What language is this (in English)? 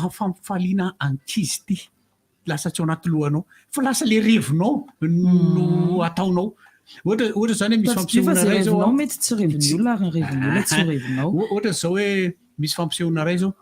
Malagasy